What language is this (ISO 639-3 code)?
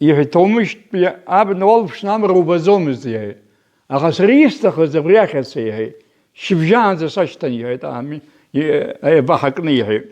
abk